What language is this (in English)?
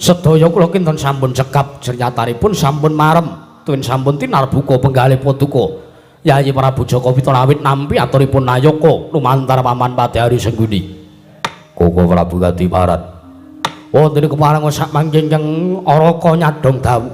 Javanese